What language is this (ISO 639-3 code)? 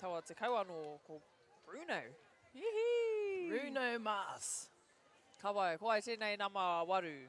mri